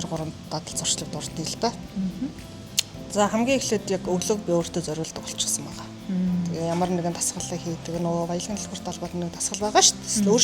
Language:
Mongolian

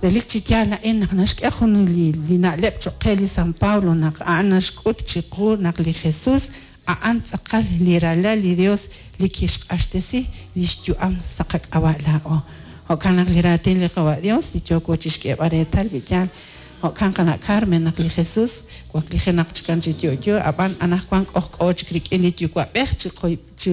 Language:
Kekchí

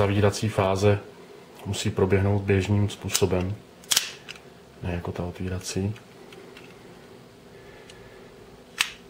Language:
Czech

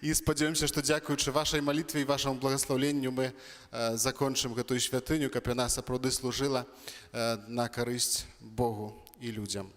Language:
Belarusian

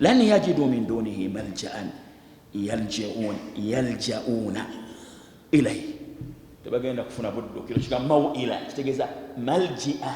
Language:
Ganda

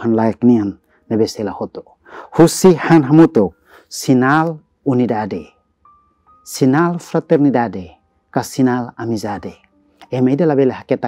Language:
Tetum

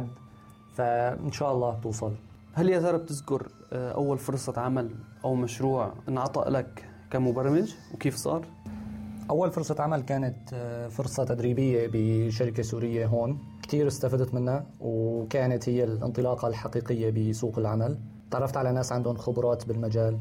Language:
North Levantine Arabic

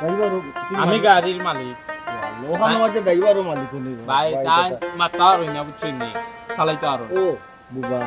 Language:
Sylheti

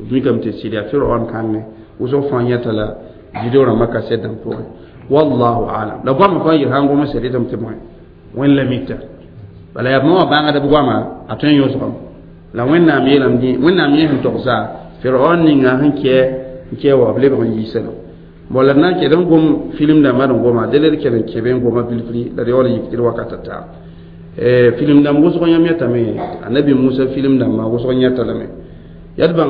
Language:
Mossi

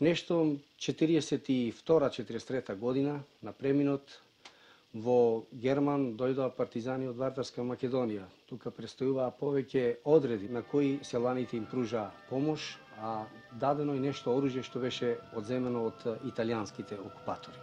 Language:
Macedonian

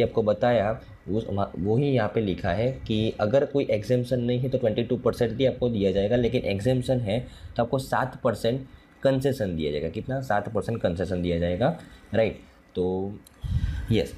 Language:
Hindi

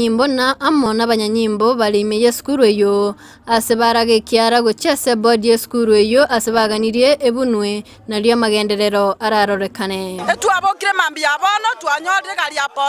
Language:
Gusii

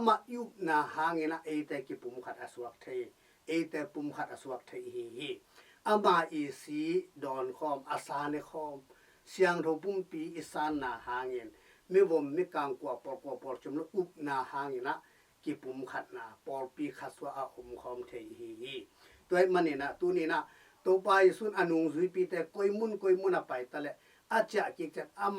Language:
Tedim Chin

